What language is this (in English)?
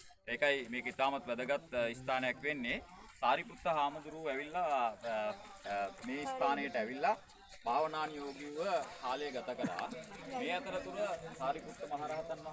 Sinhala